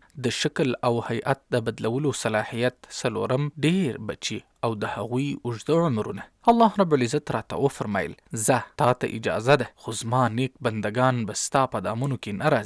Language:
Pashto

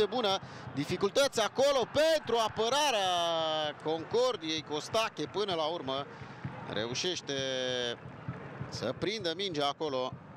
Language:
Romanian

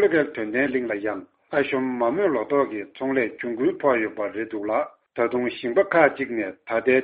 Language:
Tibetan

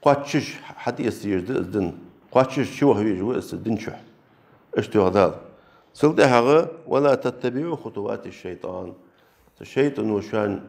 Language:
Ingush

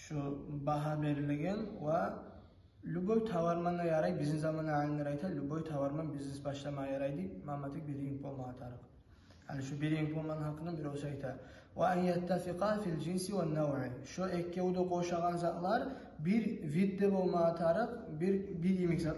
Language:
Kumyk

